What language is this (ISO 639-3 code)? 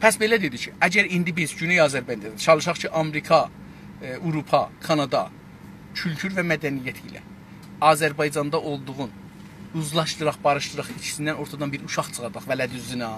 azb